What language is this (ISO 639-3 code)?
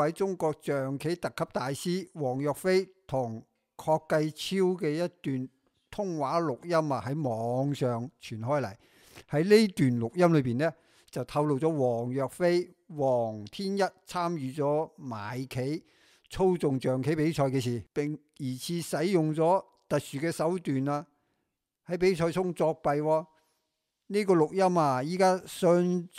yue